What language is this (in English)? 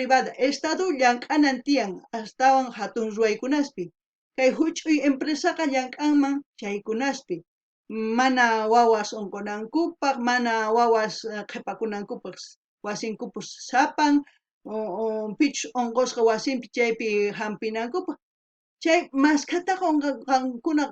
South Bolivian Quechua